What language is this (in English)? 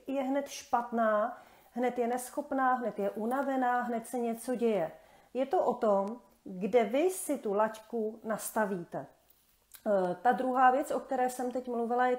Czech